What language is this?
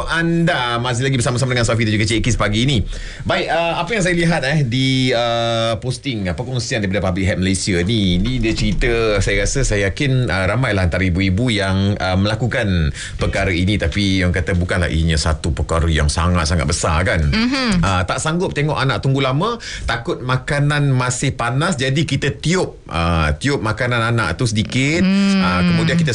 Malay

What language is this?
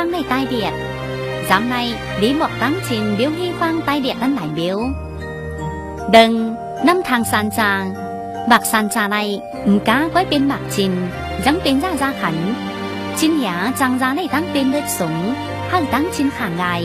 Tai Nüa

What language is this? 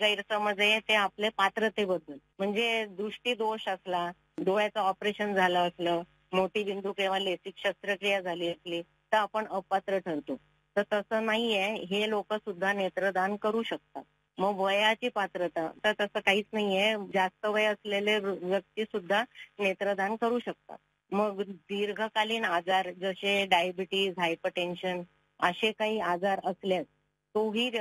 Marathi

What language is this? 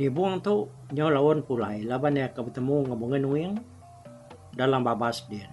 Iban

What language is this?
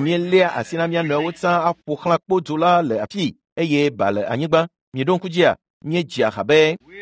Ewe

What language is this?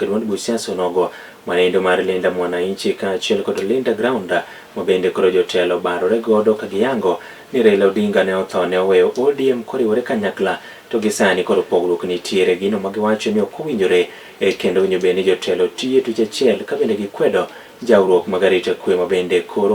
Luo (Kenya and Tanzania)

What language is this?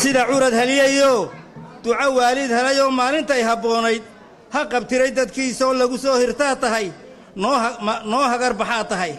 Somali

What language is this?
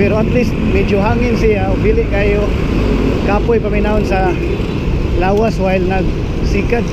Cebuano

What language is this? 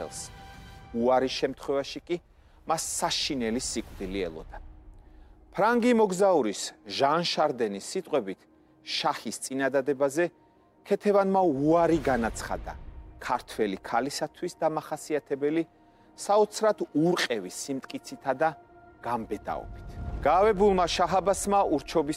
Georgian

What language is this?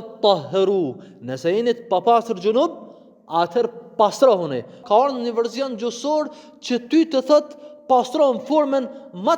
Albanian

